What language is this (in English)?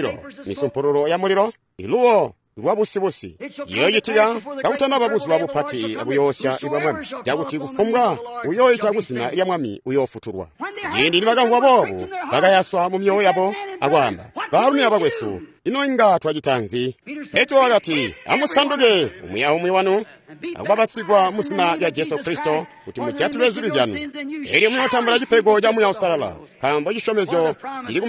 Tonga (Zambia)